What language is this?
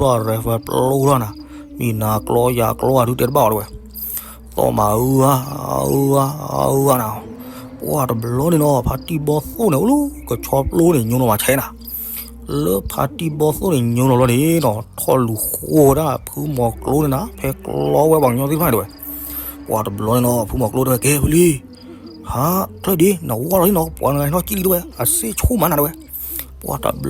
S'gaw Karen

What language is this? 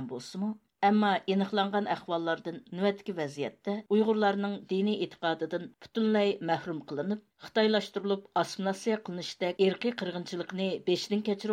Uyghur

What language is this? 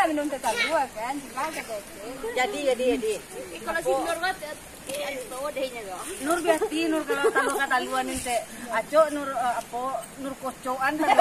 Minangkabau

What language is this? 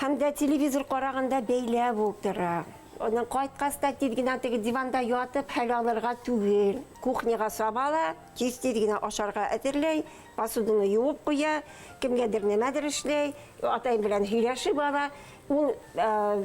Bashkir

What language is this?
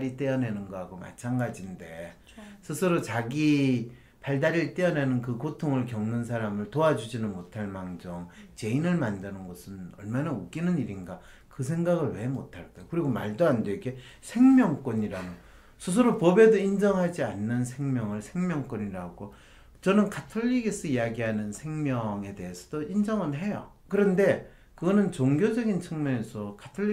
Korean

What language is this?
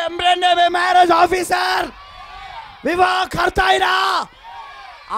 Telugu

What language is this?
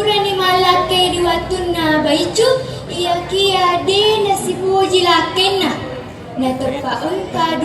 Buginese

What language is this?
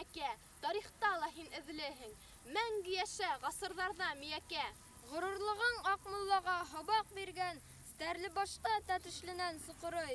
Bashkir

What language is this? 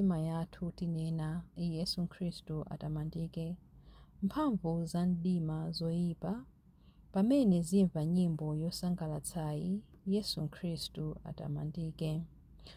Nyanja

